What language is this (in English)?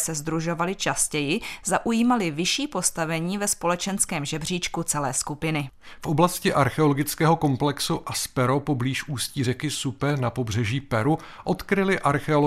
Czech